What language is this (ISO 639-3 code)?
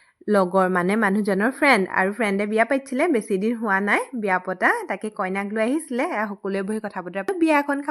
asm